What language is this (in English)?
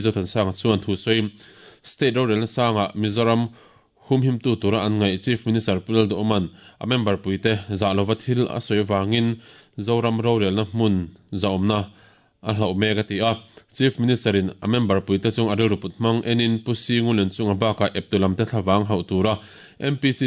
Mizo